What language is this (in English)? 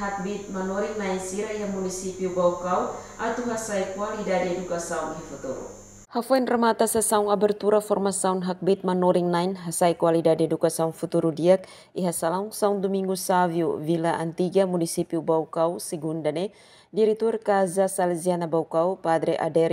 Tetum